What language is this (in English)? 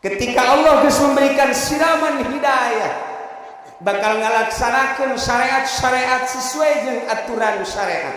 Sundanese